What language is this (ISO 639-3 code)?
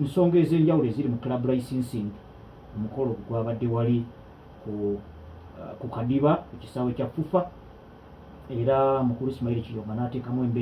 lug